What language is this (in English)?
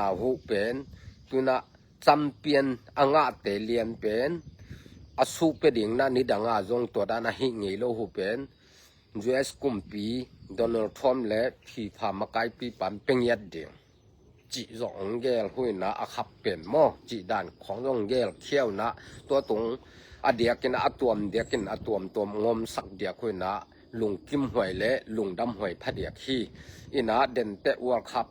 Tedim Chin